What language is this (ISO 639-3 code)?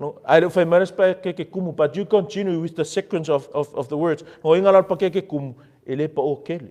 smo